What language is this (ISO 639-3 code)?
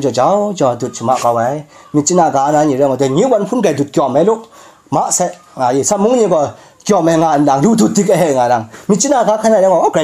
kac